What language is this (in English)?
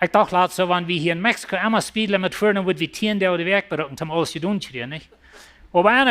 Plautdietsch